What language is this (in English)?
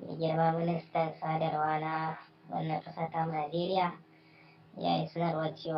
Hausa